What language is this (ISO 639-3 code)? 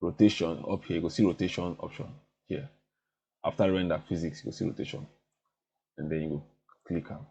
pcm